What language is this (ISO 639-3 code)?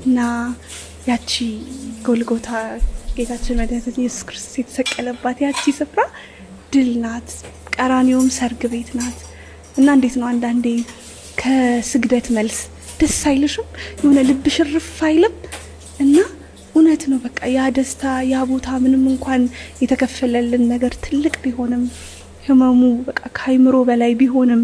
amh